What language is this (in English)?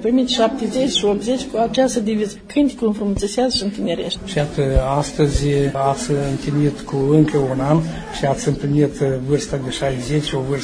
Romanian